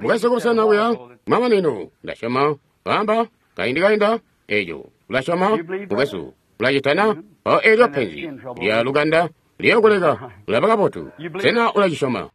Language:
Tonga (Zambia)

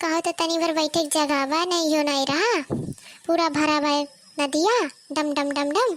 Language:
Awadhi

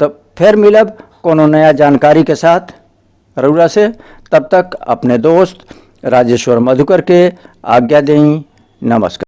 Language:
Bhojpuri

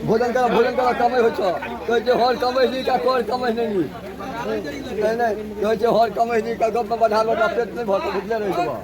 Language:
Maithili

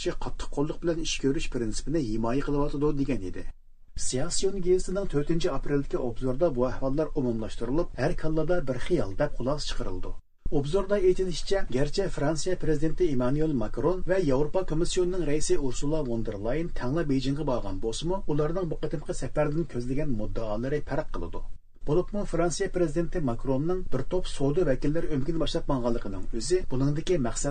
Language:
Uyghur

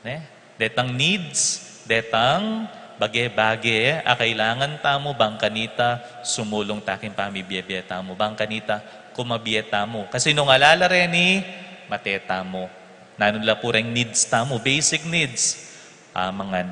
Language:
Pampanga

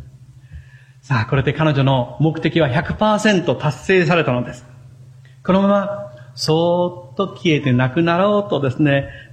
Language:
Japanese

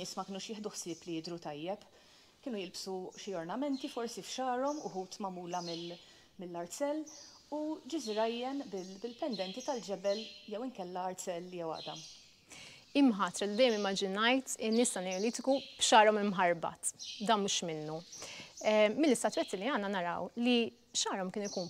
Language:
Maltese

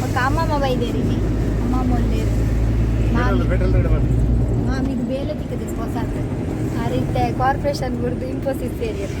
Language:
Tulu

